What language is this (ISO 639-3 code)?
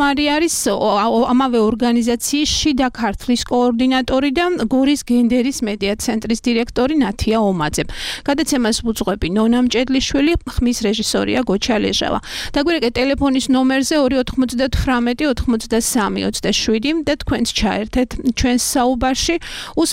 kat